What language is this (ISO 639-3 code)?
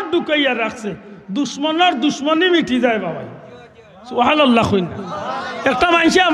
syl